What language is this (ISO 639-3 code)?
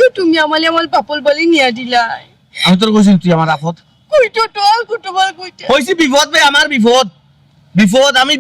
syl